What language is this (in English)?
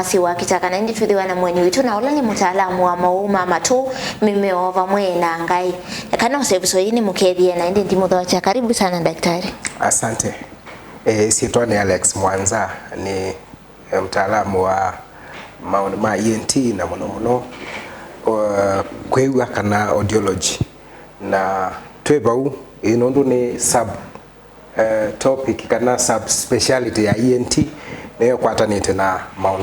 Kamba